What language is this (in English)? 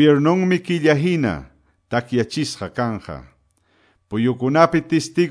Quechua